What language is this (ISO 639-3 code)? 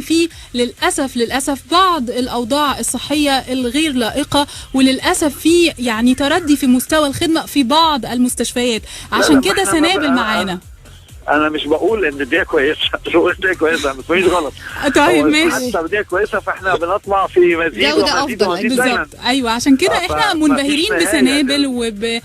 arz